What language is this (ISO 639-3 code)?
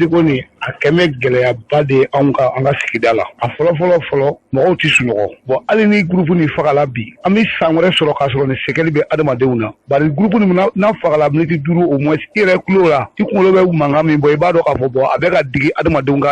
bam